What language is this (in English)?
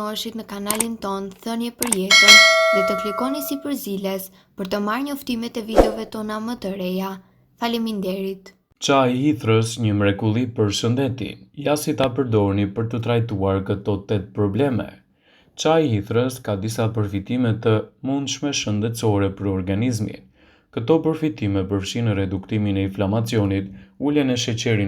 Albanian